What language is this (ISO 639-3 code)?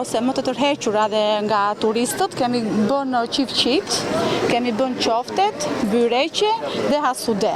sqi